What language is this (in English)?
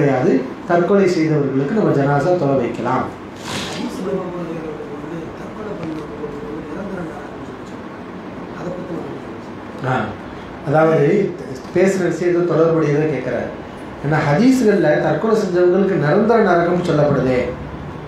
Tamil